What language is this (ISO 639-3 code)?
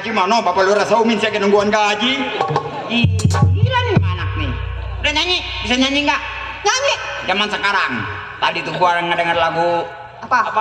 bew